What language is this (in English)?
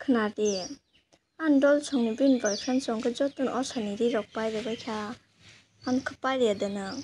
Kok Borok